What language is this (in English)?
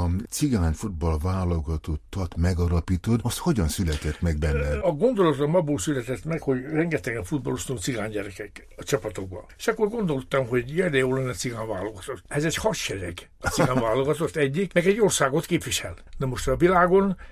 Hungarian